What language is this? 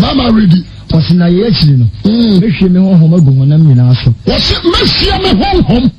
Akan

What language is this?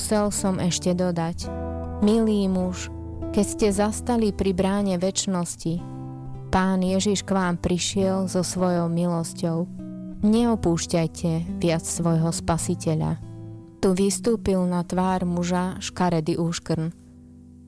Slovak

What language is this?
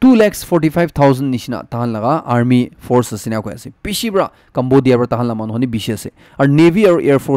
Naga Pidgin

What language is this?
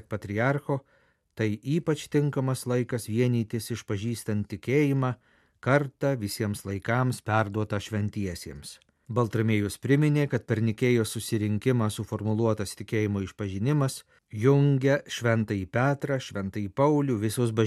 Lithuanian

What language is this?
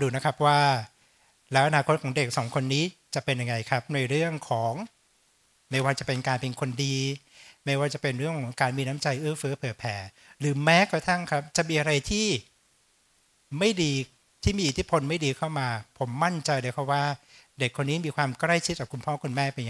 Thai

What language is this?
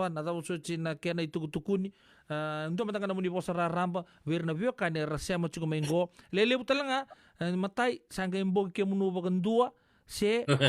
Fijian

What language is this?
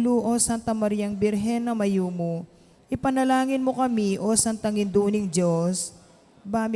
Pampanga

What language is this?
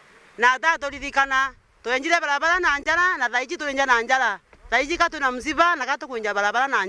Meru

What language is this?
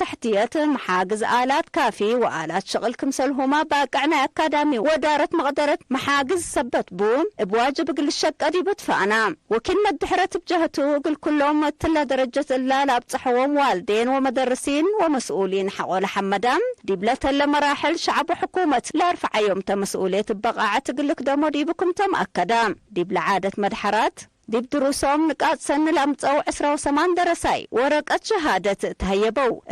Tigre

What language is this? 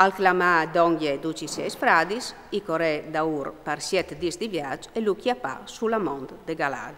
Friulian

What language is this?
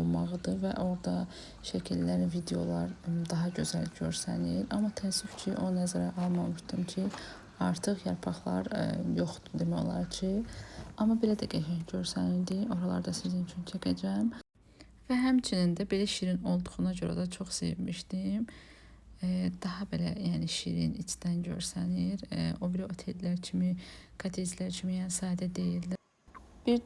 Azerbaijani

